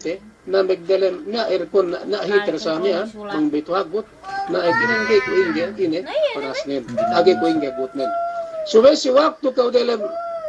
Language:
Yakan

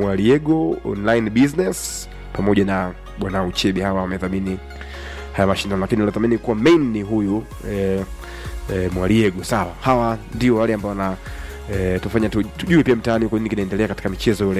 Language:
Swahili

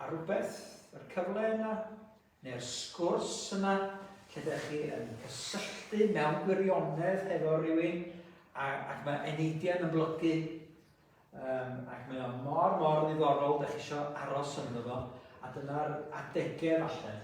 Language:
Welsh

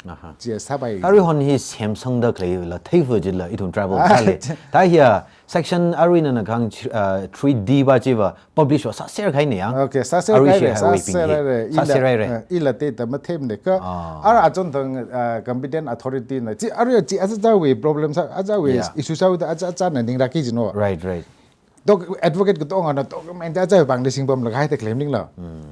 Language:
Tangkhul Naga (India)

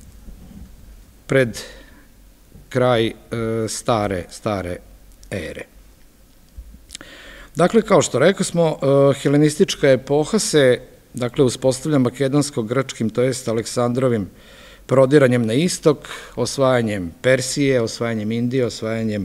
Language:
Serbian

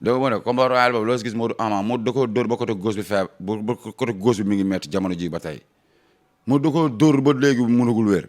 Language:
Wolof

